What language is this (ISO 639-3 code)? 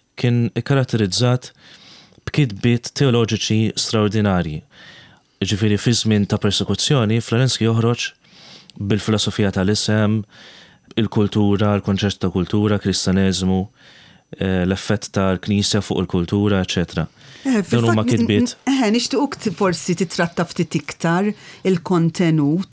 mlt